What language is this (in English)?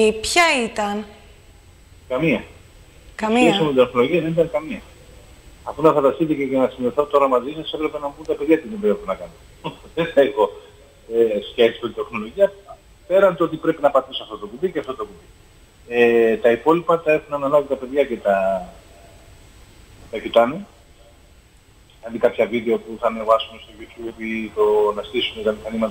Greek